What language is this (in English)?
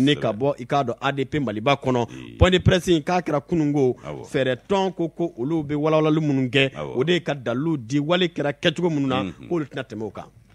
Bambara